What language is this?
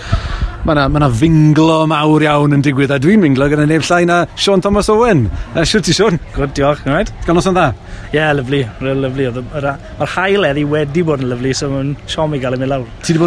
Welsh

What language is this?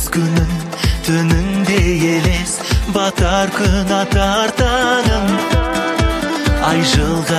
Kazakh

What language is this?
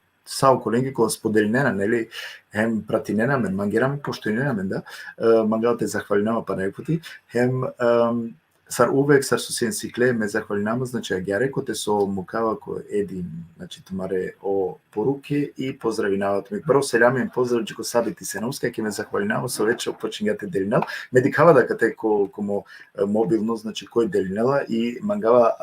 Balkan Romani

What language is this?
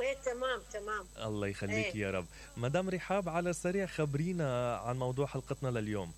Mesopotamian Arabic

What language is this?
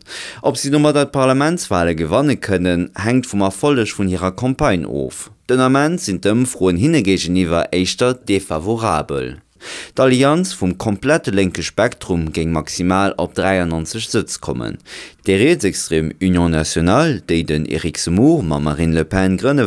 Luxembourgish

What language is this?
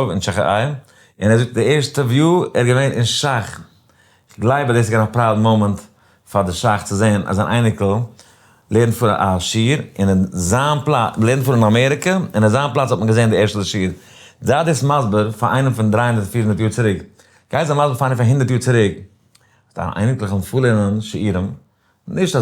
Yiddish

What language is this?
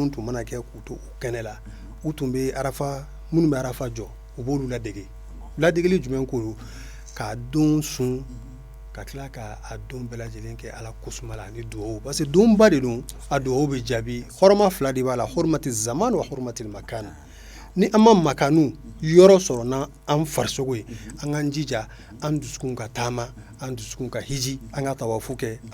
Bambara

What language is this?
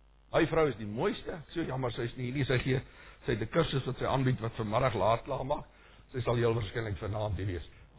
Afrikaans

